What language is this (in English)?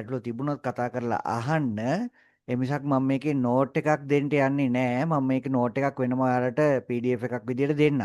Sinhala